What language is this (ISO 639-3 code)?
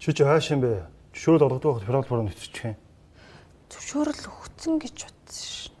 mon